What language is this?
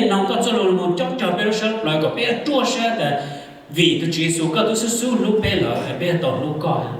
Hmong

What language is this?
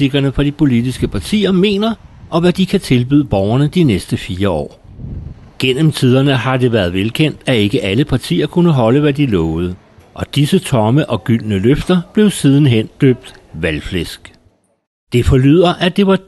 Danish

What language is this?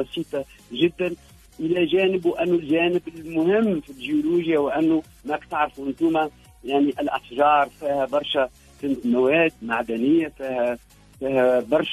Tunisian Arabic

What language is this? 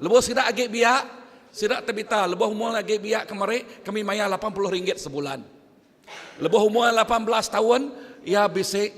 Iban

